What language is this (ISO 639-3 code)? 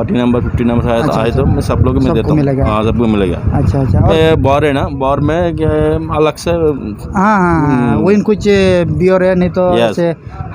sat